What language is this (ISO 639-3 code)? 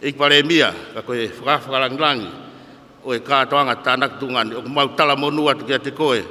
ton